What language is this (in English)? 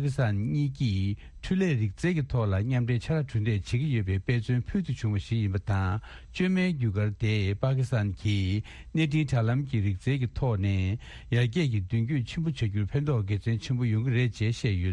Tibetan